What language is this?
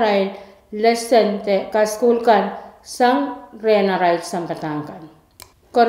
Pohnpeian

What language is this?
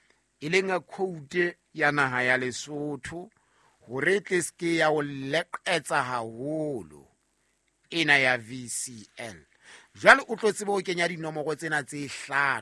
Southern Sotho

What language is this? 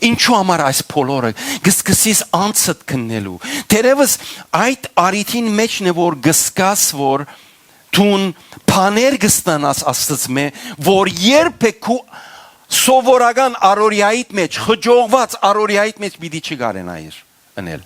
Western Armenian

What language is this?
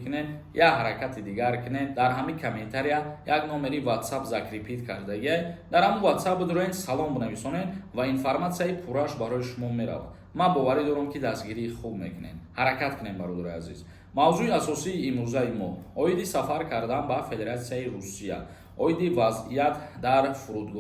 Tajik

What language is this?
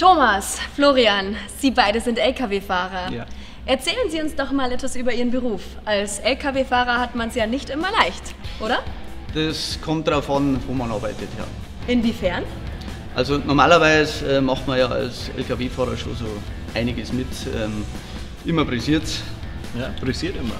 Bavarian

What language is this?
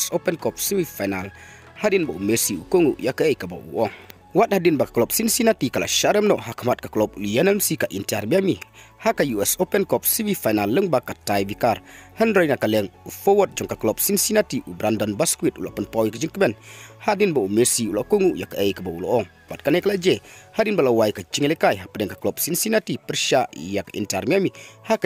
Khasi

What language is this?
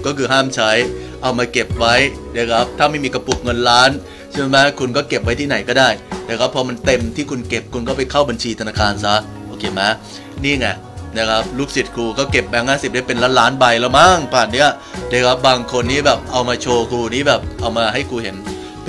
Thai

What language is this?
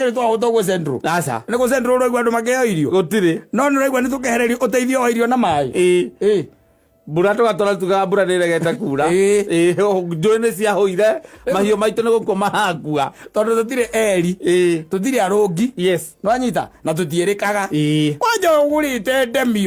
Kikuyu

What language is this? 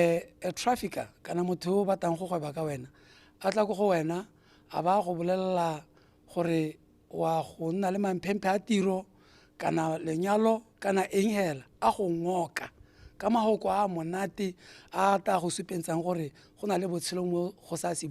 Tswana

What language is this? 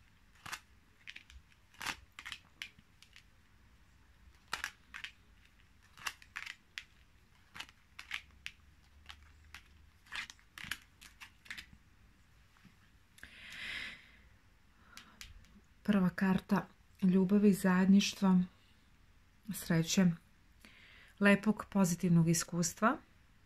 Serbian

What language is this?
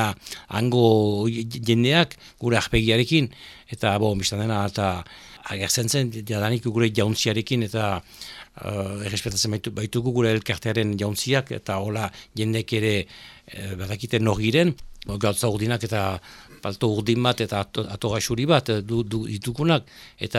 Basque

